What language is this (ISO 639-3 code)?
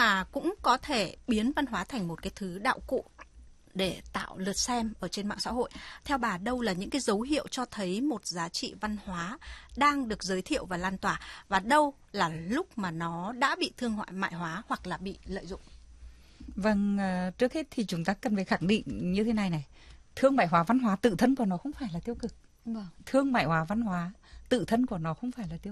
vie